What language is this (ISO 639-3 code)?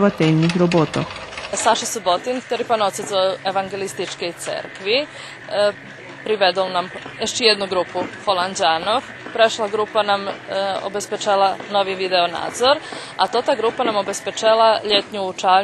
rue